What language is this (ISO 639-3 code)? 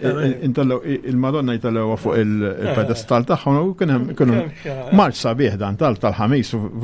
mlt